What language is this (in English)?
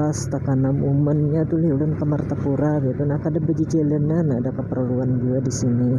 Banjar